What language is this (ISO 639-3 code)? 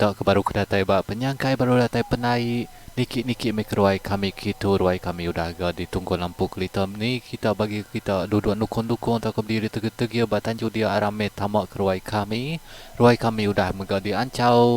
iba